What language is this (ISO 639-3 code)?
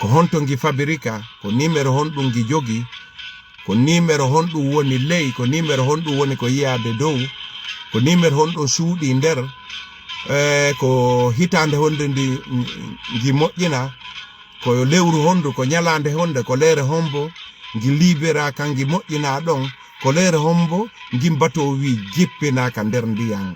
ful